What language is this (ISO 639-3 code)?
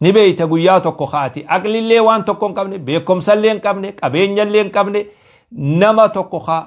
orm